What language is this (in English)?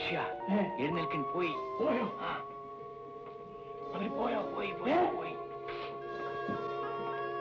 Malayalam